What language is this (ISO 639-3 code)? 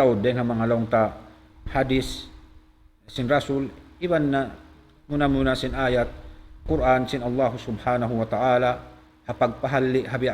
tsg